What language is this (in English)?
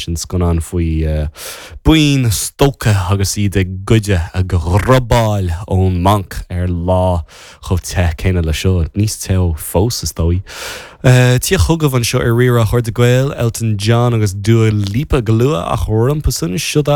Irish